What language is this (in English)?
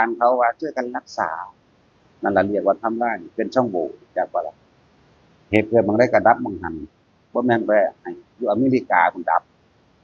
Northeastern Thai